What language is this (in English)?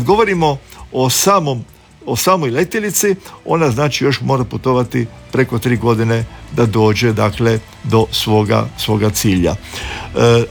Croatian